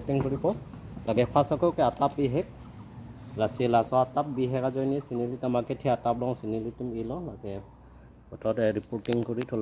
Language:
Karbi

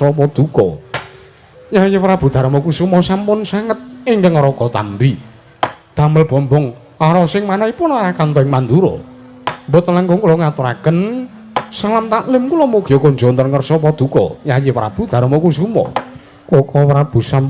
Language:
Javanese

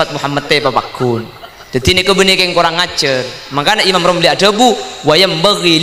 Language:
Madurese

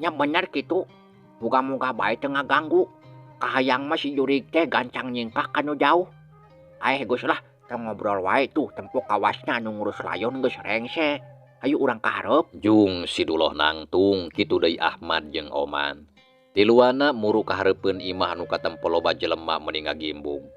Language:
Sundanese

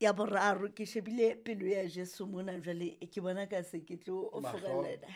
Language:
Southern Sotho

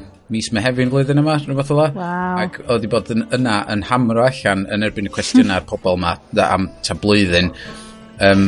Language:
Welsh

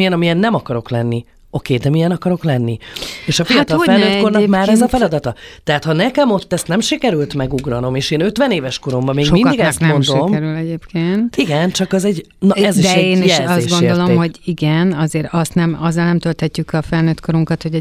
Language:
Hungarian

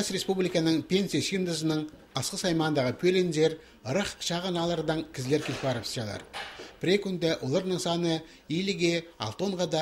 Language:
Khakas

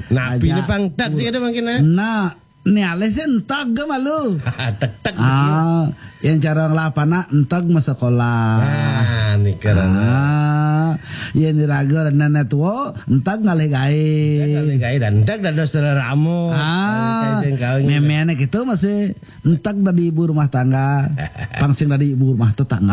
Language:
Balinese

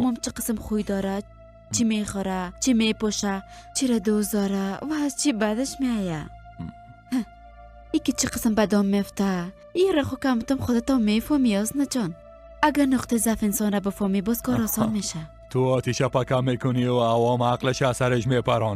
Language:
Persian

